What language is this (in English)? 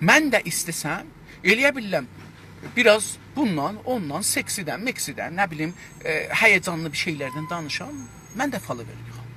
South Azerbaijani